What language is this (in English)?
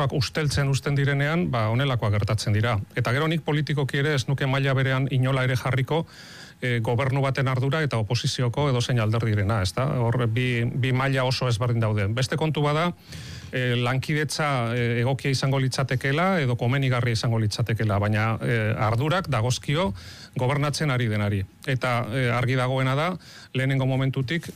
Basque